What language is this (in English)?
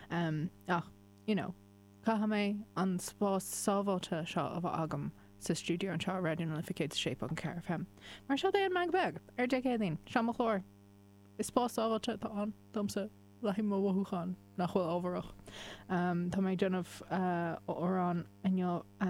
Irish